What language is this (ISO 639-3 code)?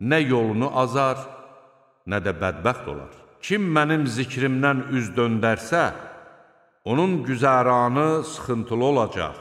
aze